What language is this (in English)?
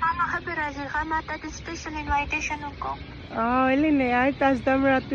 Pashto